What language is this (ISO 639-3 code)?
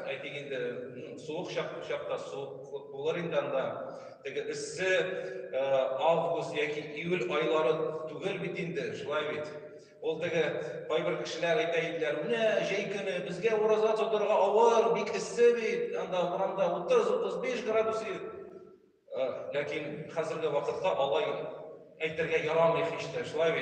tat